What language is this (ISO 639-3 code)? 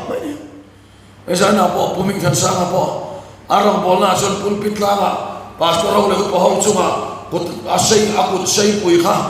lus